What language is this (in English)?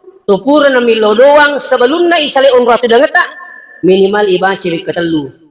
Buginese